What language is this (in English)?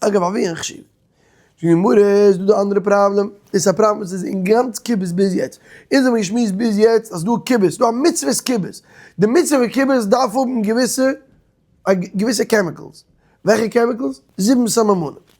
Yiddish